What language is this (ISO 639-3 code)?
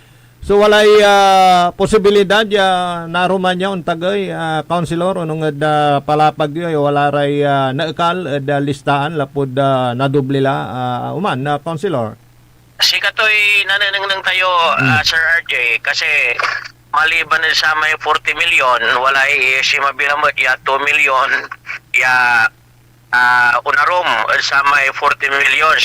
pag